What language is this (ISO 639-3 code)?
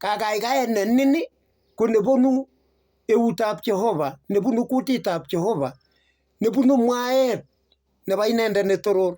kln